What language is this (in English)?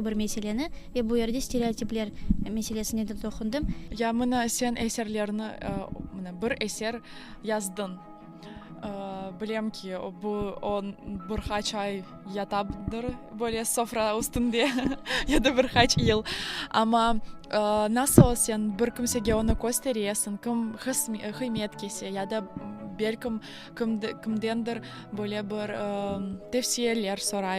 Crimean Tatar